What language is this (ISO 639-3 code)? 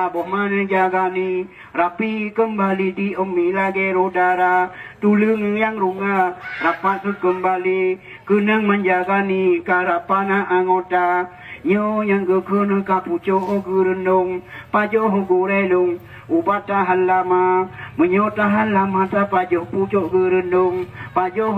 ace